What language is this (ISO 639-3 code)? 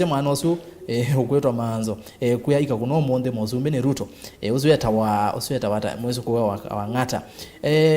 kam